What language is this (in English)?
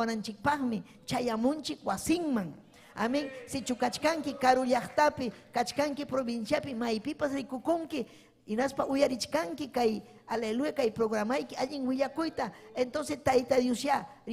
Ayacucho Quechua